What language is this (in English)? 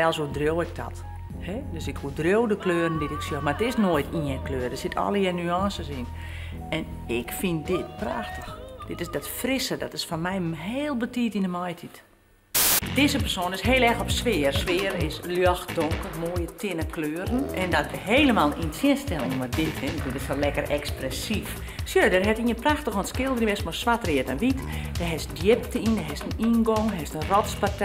Western Frisian